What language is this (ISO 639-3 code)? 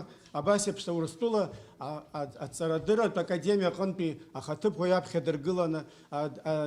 abk